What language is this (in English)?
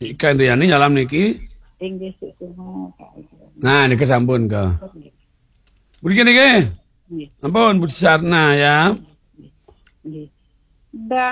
Balinese